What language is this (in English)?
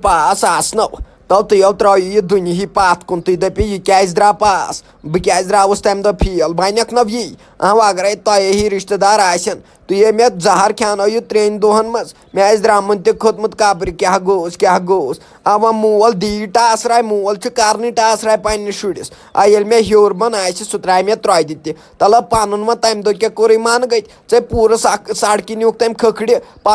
Kashmiri